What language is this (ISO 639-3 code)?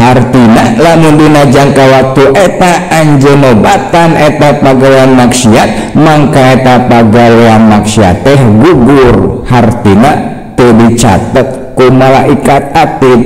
sun